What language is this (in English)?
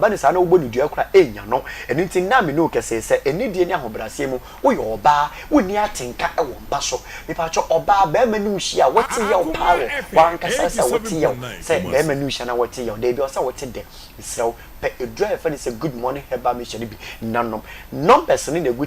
Akan